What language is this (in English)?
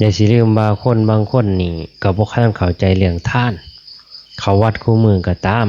Lao